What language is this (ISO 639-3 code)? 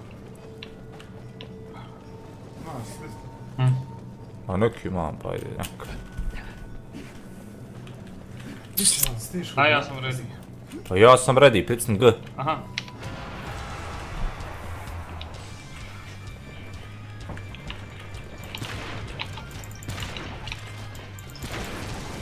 hrv